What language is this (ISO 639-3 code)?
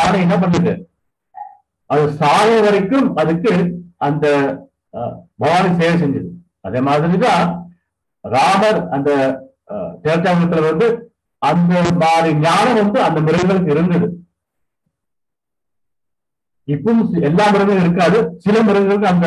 tam